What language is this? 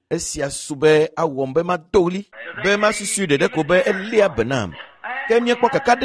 Ewe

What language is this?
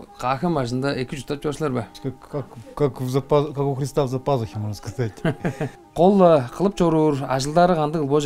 Tuvinian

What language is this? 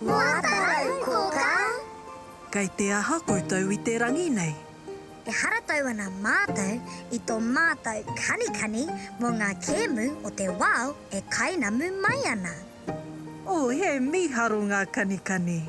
Māori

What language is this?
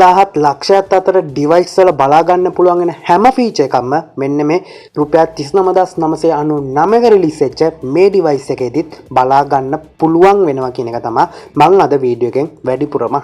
Sinhala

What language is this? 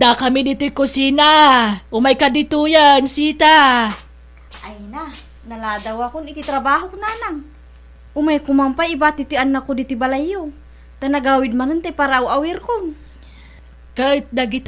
Iloko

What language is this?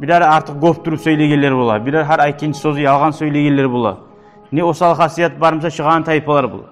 Kumyk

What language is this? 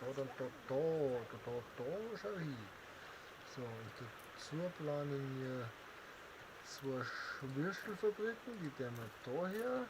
Bavarian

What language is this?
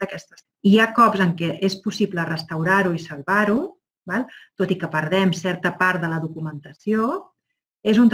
Catalan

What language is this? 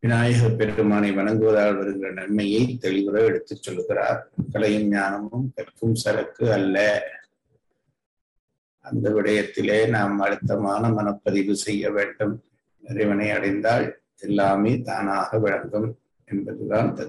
Tamil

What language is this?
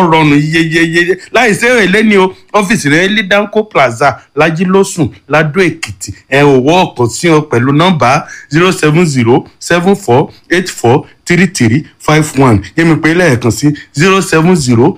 Yoruba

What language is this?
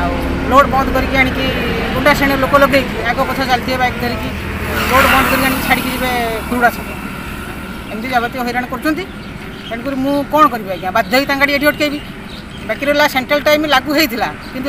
Odia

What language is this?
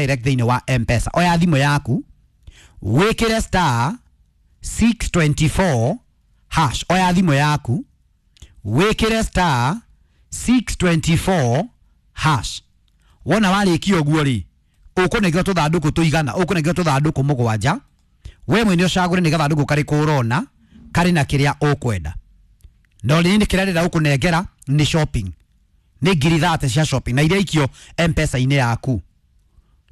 Kikuyu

